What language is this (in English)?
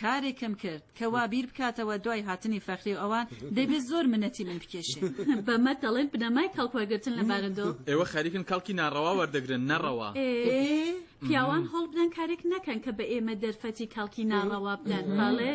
Central Kurdish